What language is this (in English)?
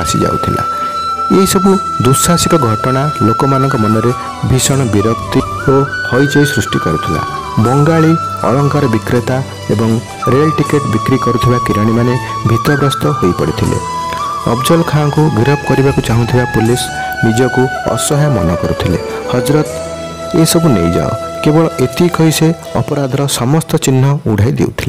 Odia